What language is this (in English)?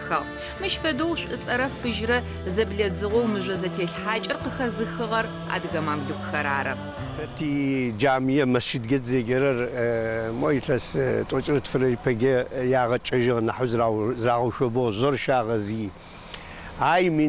Adyghe